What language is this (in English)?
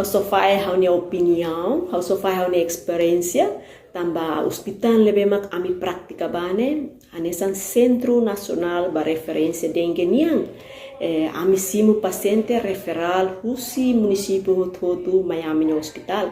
Tetum